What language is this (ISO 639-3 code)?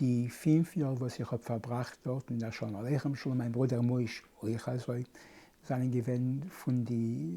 yid